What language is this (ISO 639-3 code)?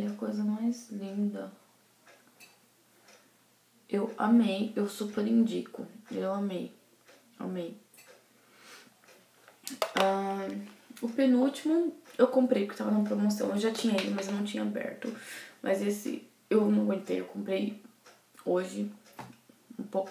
por